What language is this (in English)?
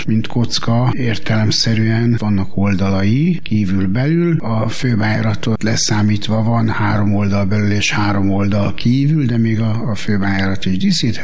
Hungarian